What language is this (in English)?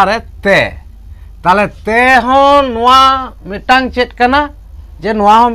Santali